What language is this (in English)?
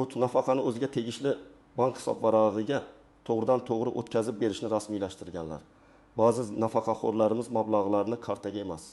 Uzbek